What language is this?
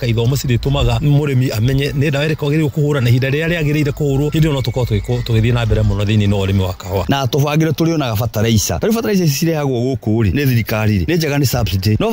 Kikuyu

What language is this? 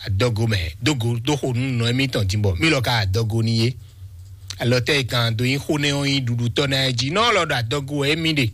Fon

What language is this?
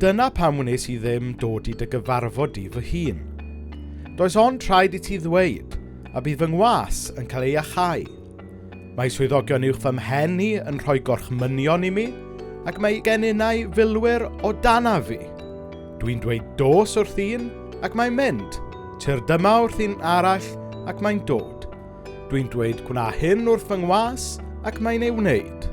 Welsh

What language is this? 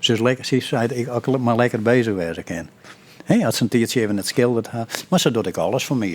Western Frisian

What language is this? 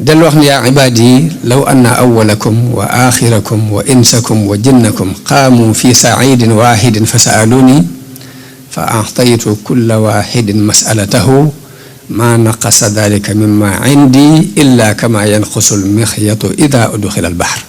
Wolof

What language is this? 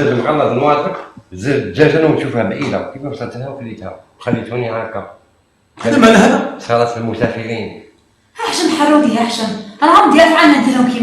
Algerian Arabic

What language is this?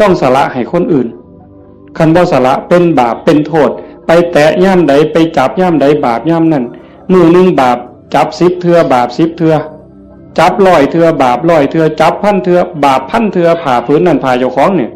Northeastern Thai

